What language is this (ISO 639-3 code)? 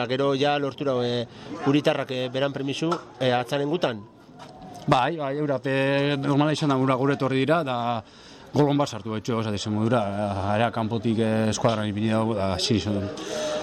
eus